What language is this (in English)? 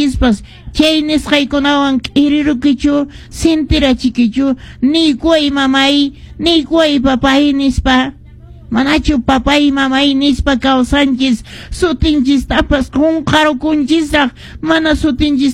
Quechua